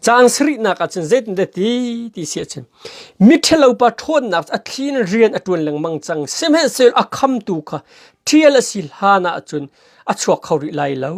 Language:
Hakha Chin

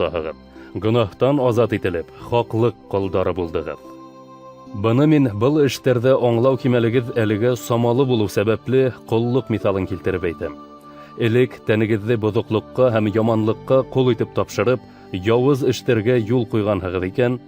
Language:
Bashkir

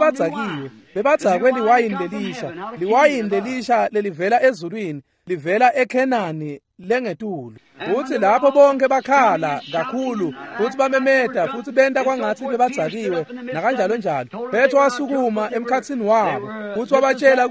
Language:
Swati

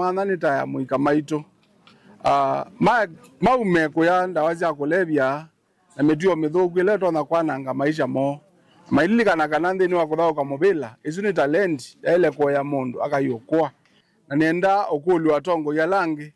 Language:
Kamba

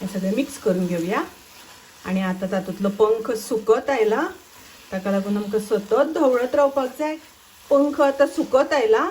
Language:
Konkani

